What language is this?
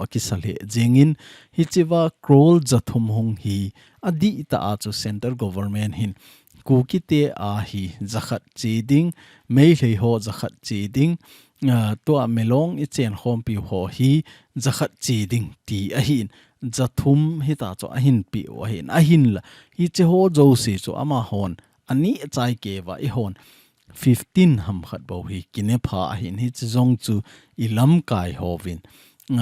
Thado Chin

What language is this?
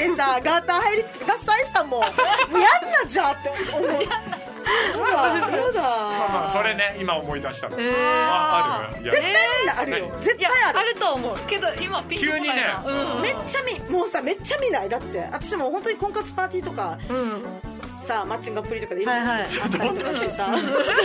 Japanese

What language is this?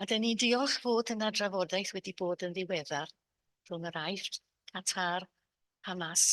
Welsh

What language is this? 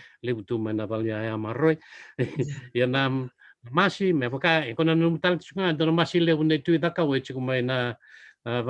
Fijian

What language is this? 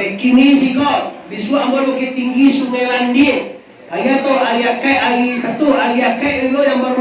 Minangkabau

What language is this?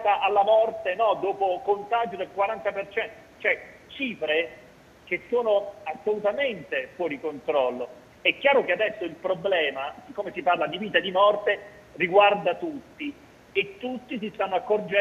Italian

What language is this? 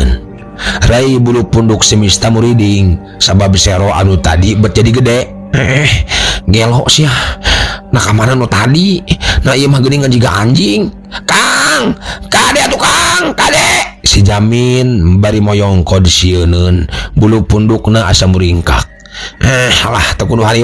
Sundanese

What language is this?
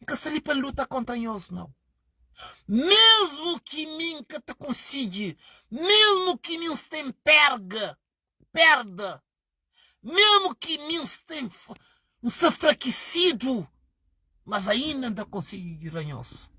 Kabuverdianu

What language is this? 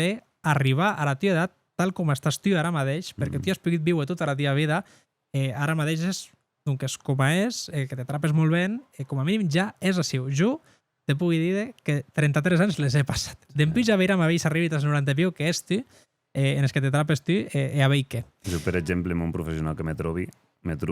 Occitan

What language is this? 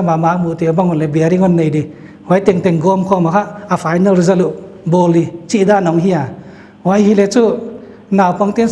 Paite Chin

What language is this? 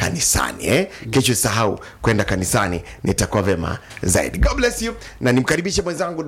Swahili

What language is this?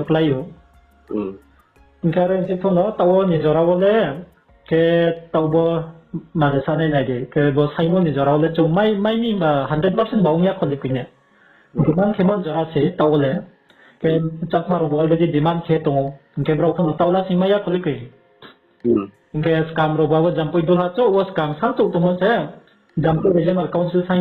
Riang (India)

